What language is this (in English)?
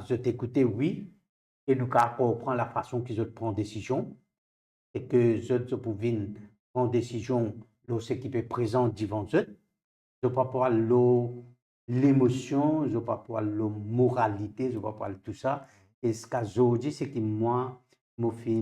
Morisyen